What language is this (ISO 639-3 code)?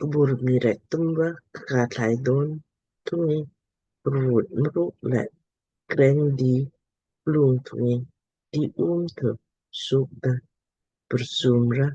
lmk